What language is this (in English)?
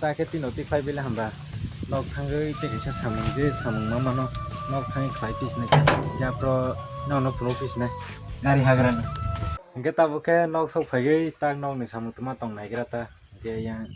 Kok Borok